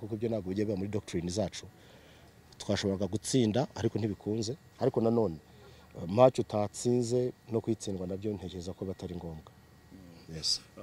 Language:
Kinyarwanda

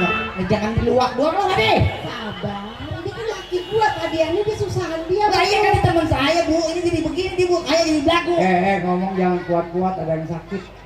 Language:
Betawi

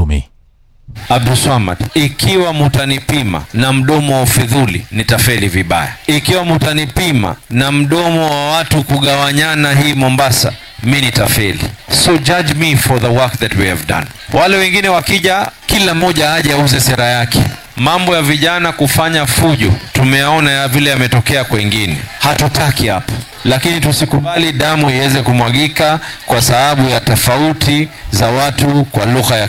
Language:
Swahili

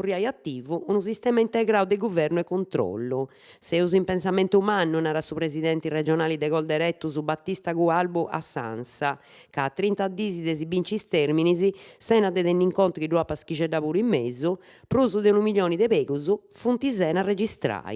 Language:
Sardinian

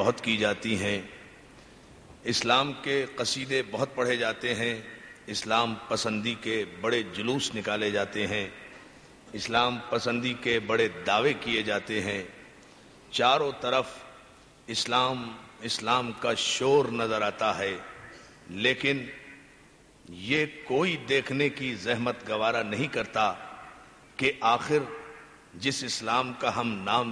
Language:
Urdu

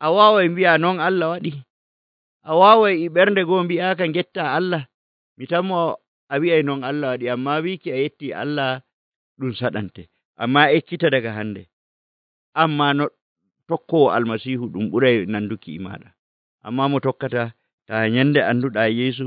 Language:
Nigerian Fulfulde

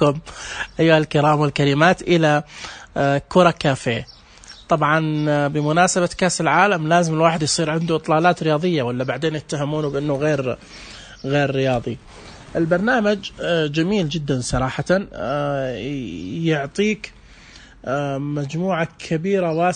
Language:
Najdi Arabic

